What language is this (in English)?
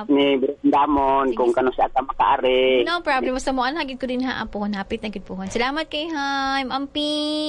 Cebuano